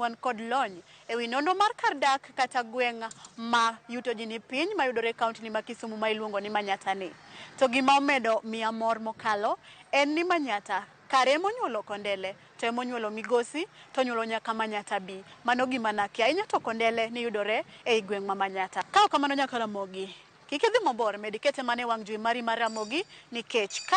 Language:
Luo (Kenya and Tanzania)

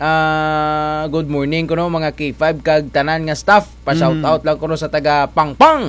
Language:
Kinaray-a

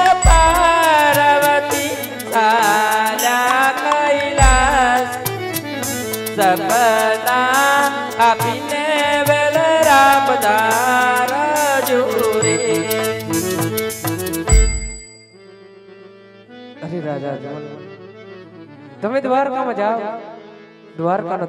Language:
Gujarati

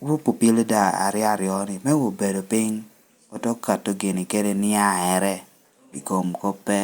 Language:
Lango (Uganda)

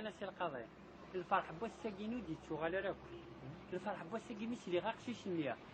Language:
Kabyle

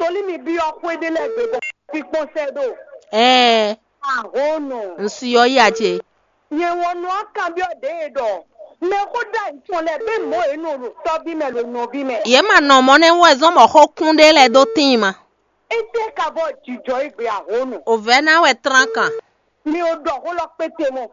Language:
Fon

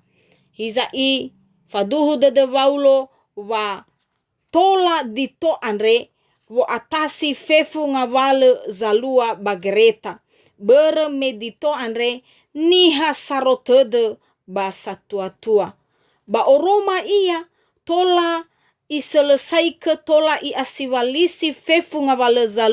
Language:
Nias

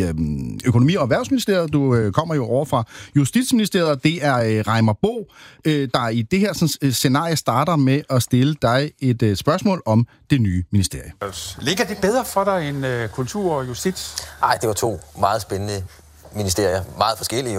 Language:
Danish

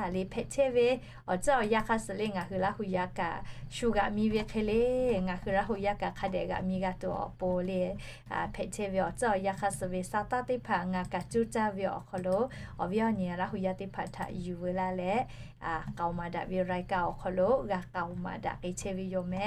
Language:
Lahu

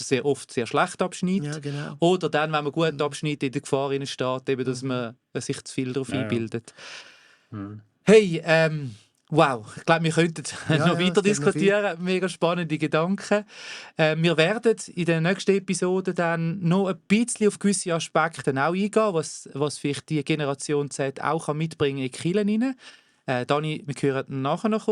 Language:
Swiss German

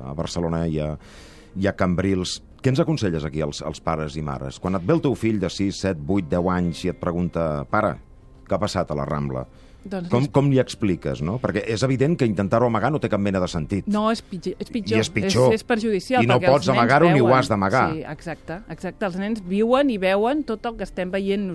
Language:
Catalan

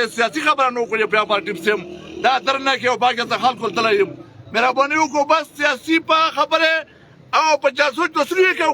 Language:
Pashto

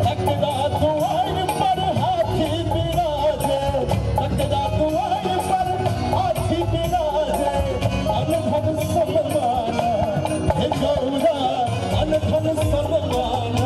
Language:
Maithili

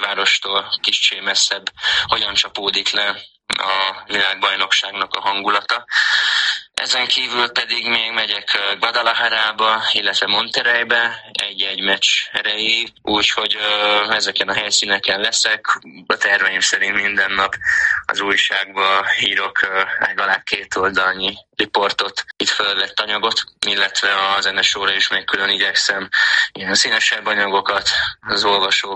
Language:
Hungarian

